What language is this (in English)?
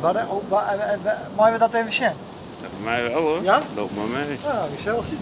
Western Frisian